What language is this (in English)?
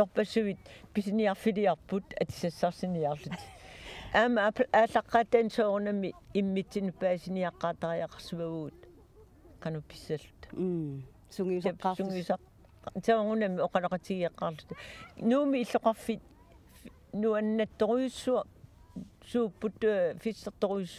Kalaallisut